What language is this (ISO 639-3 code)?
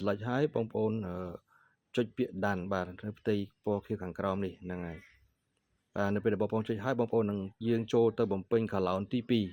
khm